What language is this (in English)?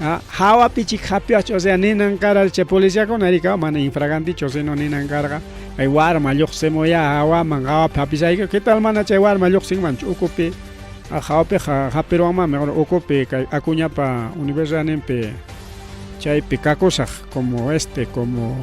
Ayacucho Quechua